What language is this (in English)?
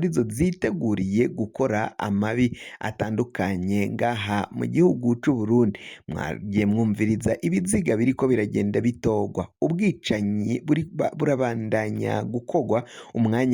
Rundi